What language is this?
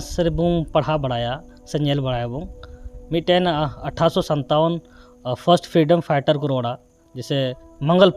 Santali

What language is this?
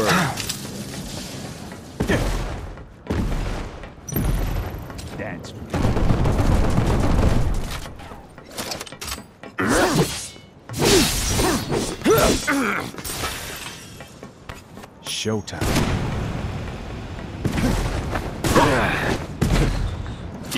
English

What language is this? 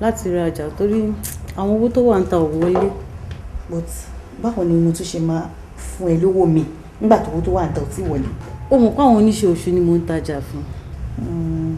Yoruba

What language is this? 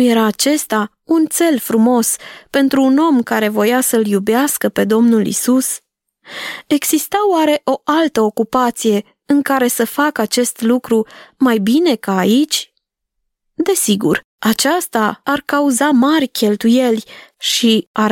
Romanian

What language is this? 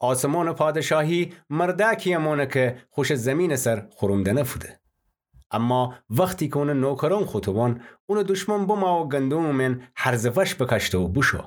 Gilaki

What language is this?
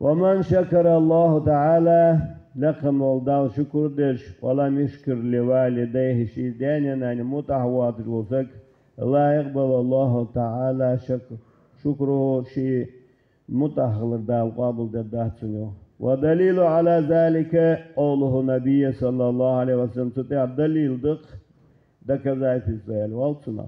Ingush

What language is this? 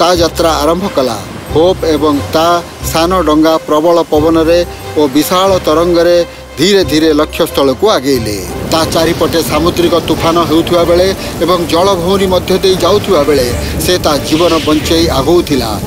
Odia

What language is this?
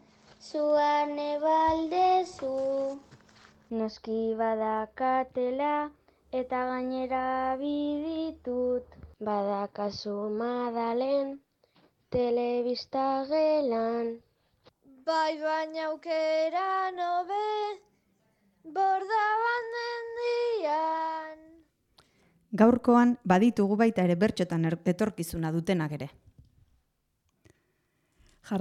Basque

